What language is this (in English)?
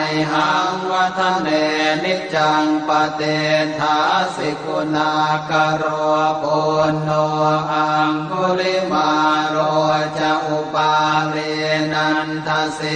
Pali